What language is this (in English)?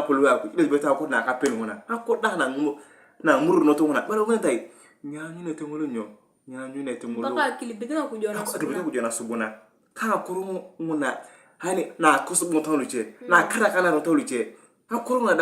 Turkana